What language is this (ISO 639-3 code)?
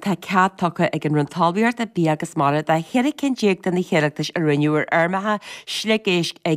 gle